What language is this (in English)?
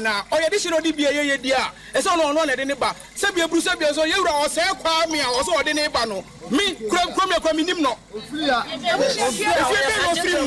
Akan